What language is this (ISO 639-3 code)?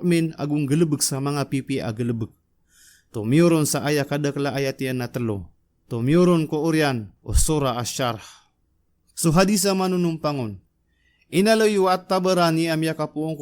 mrw